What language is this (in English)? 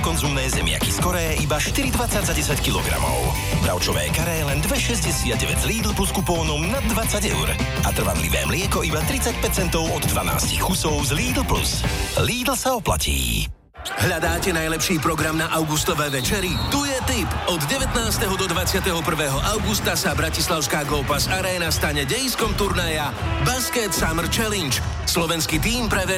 Slovak